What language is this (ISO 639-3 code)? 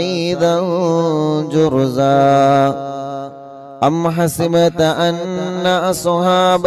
mal